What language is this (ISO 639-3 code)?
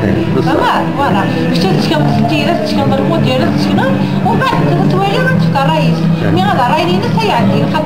kab